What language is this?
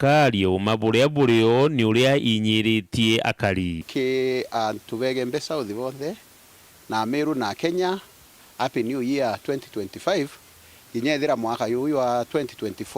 Meru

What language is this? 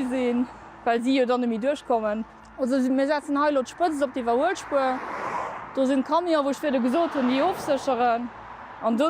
Luxembourgish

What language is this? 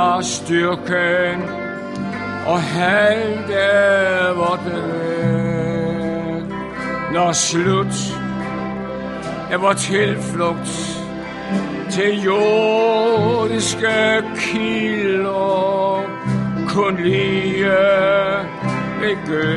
Danish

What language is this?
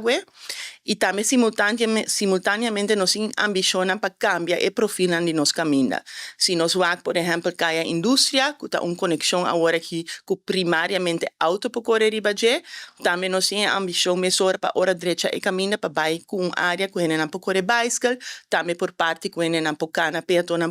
Papiamento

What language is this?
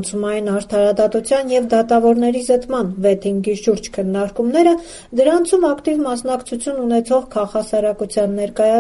Armenian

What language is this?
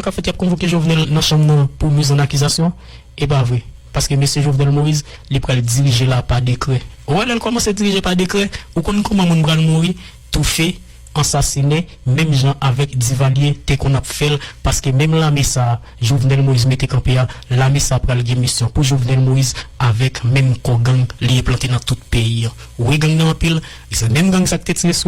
Haitian Creole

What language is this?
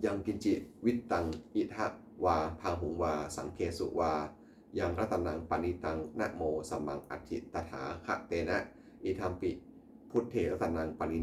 Pali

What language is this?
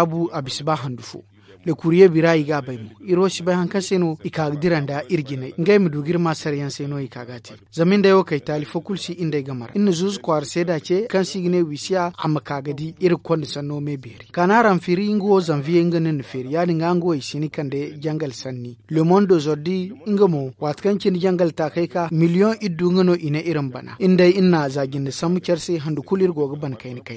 Zarma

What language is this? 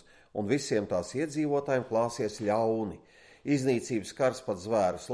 Latvian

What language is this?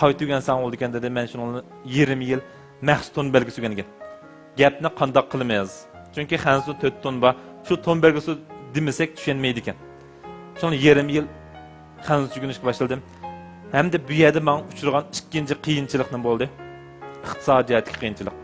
Uyghur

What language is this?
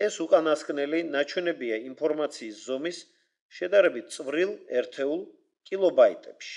Georgian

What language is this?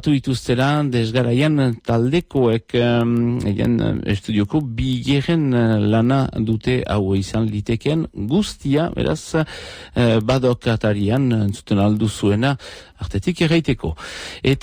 Basque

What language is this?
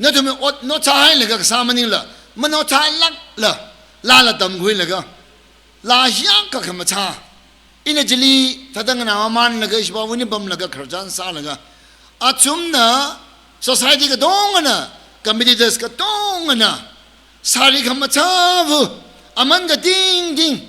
Tangkhul Naga (India)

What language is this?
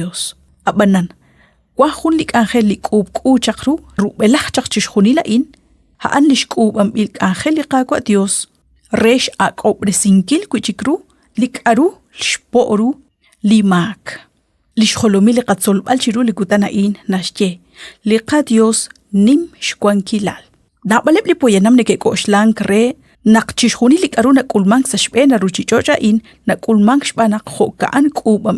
Kekchí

